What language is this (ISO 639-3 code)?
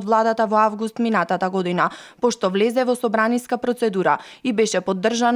mkd